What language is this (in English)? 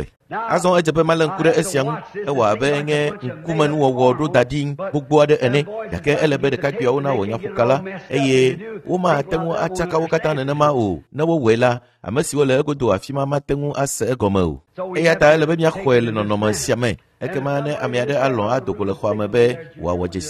Ewe